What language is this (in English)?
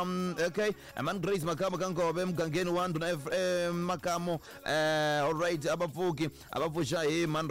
Tsonga